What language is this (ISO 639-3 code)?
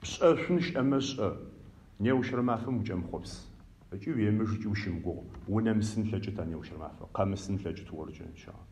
ady